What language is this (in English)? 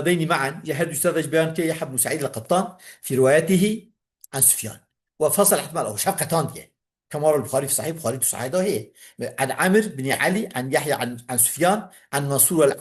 Kurdish